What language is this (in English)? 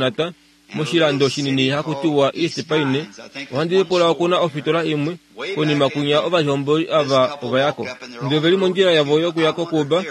Kuanyama